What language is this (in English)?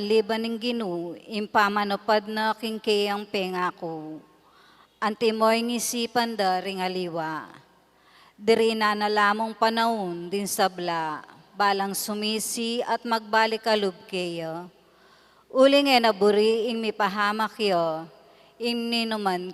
Pampanga